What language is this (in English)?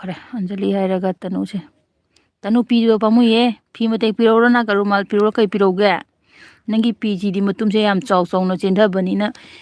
Manipuri